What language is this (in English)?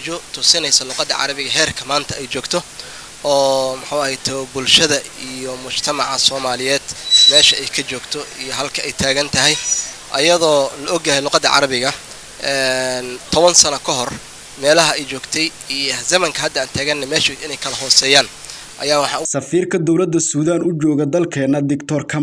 Somali